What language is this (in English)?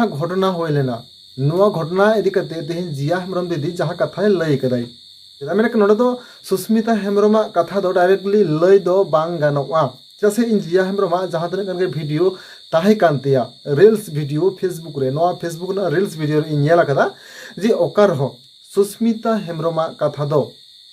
Santali